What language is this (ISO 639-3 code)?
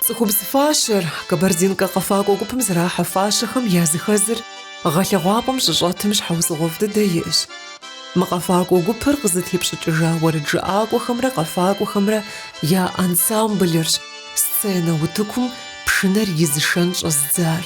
kbd